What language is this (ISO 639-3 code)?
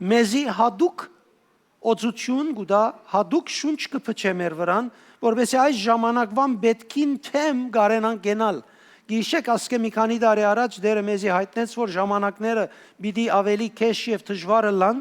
hyw